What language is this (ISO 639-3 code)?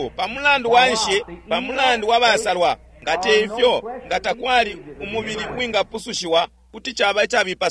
bem